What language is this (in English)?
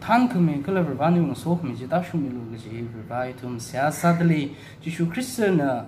Tangkhul Naga (India)